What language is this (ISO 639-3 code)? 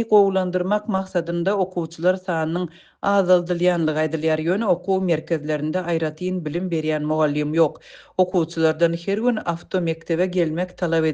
tuk